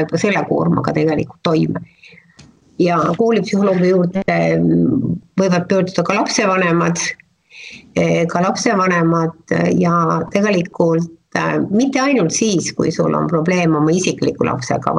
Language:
Estonian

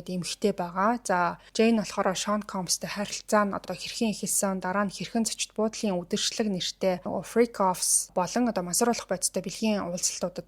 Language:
Mongolian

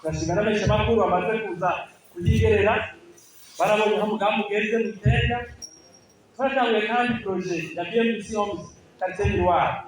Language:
Rundi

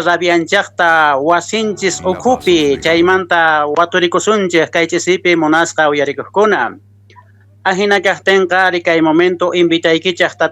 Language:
Quechua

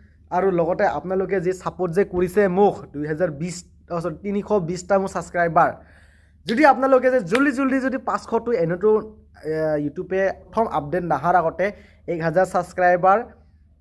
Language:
Assamese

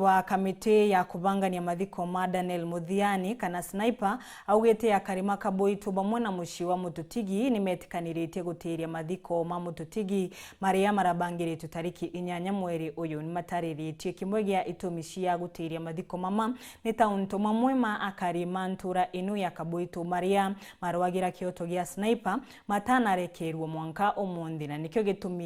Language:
Meru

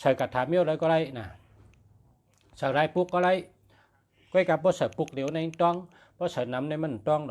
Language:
Shan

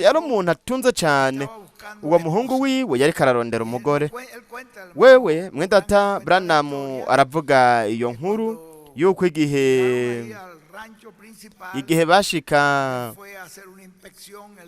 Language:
Rundi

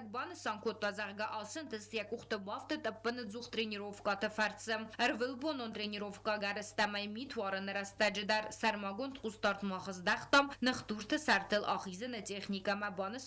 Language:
Ossetic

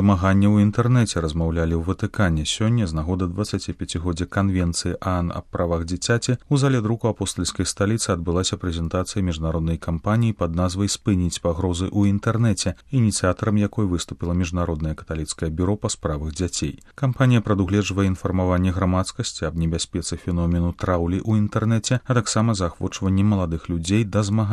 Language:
Belarusian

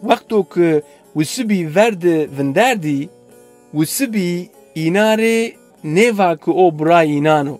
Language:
Zaza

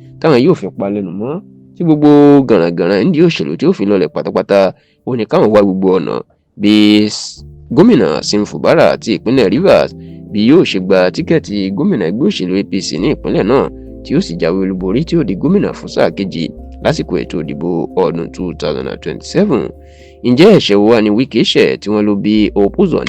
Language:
Yoruba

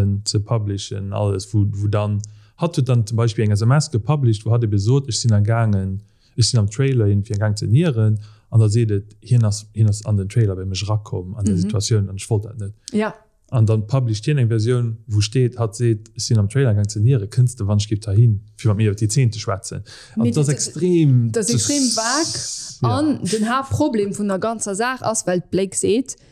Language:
Luxembourgish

